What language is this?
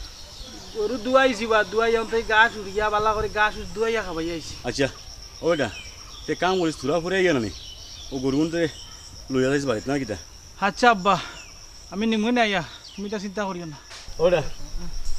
Sylheti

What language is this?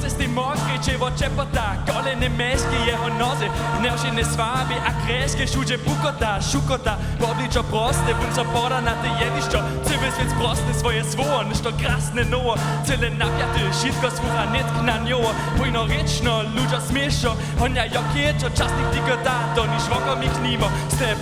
Upper Sorbian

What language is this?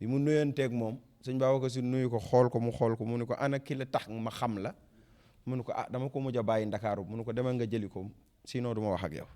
Wolof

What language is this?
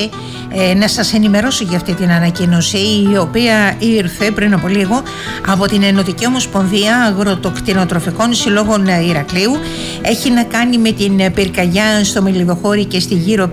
Greek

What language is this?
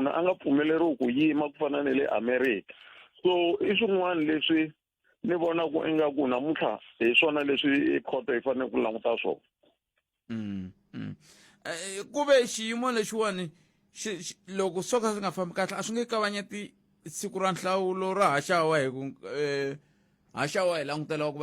Tsonga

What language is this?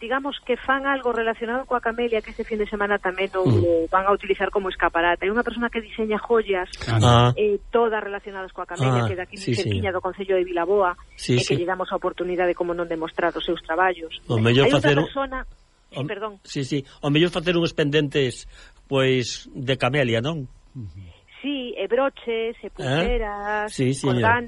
Galician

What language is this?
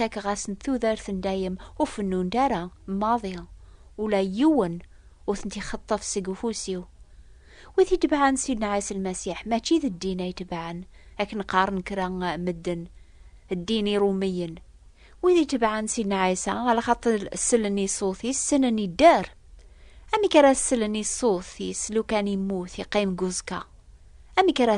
Kabyle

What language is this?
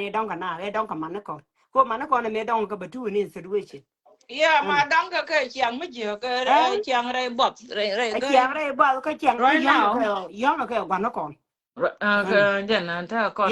Nuer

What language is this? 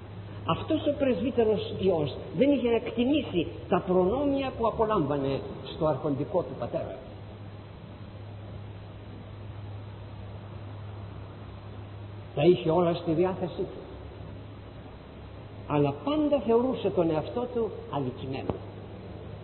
Greek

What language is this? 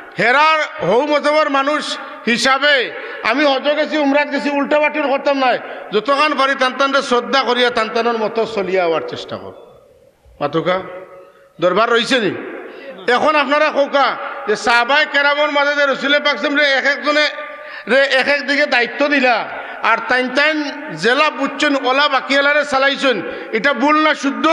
Sylheti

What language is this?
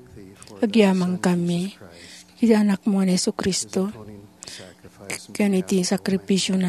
Iloko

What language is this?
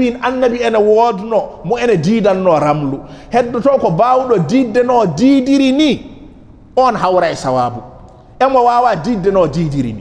Fula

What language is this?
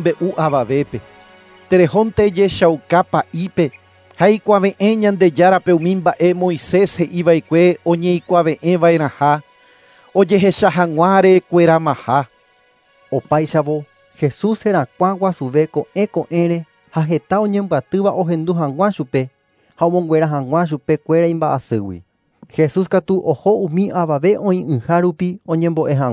Guarani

